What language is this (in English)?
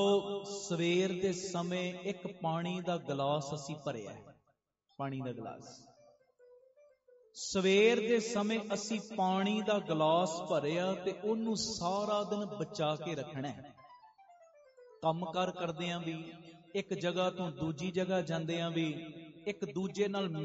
Punjabi